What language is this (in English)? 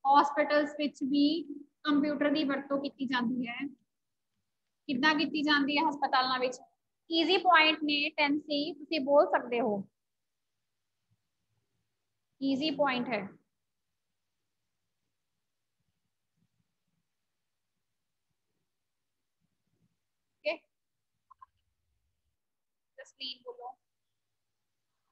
Punjabi